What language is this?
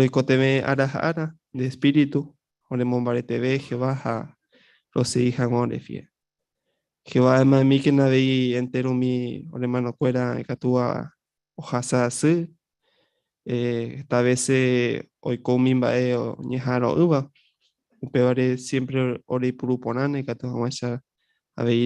Guarani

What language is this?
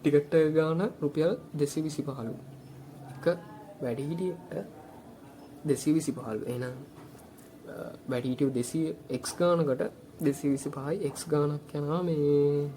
Sinhala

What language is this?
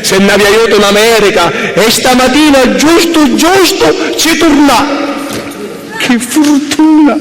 Sicilian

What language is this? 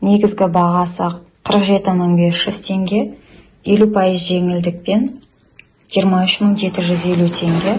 Kazakh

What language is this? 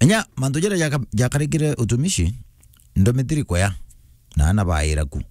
Meru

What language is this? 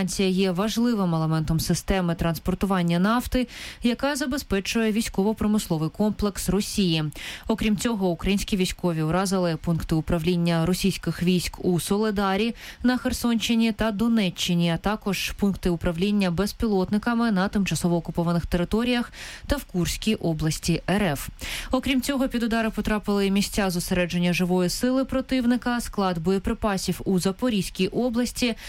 Ukrainian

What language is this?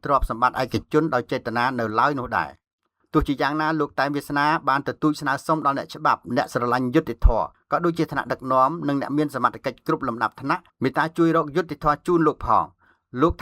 Khmer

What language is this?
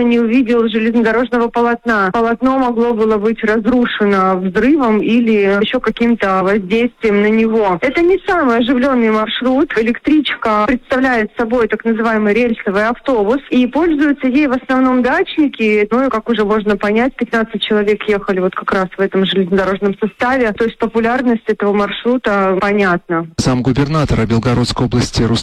Russian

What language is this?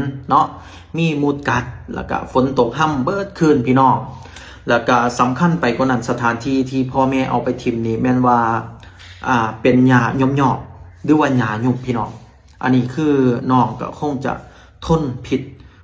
Lao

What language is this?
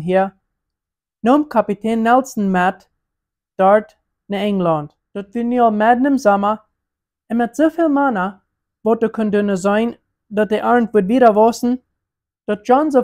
Plautdietsch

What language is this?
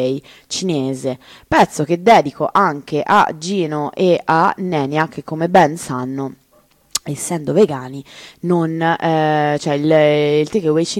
Italian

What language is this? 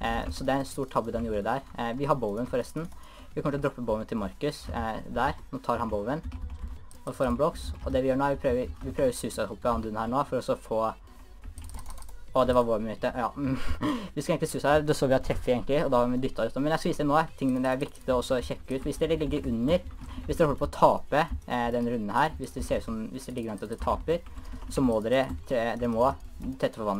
Norwegian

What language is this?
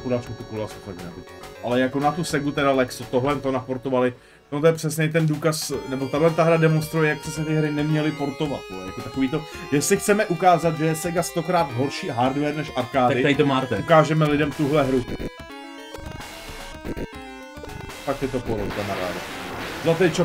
Czech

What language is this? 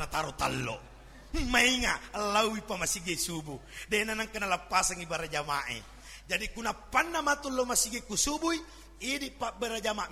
Buginese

